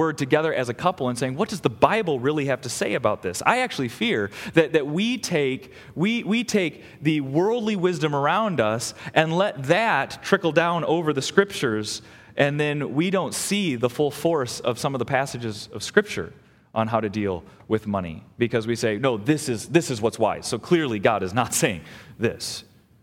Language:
English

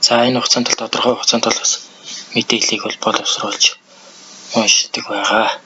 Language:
Mongolian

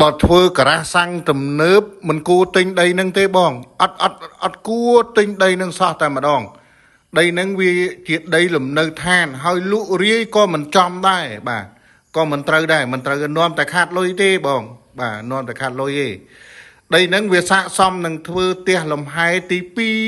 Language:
Khmer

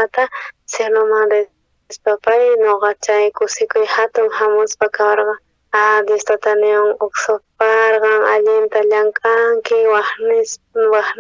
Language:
South Bolivian Quechua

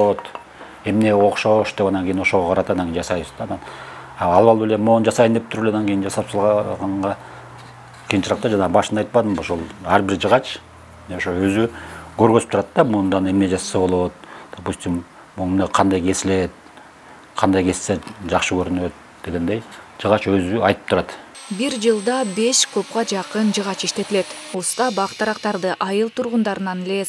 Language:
Kyrgyz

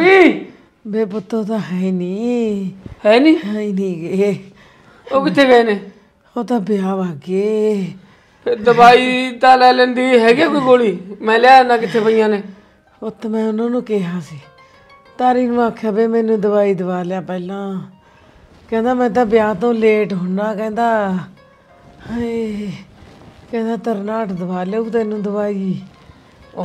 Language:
Punjabi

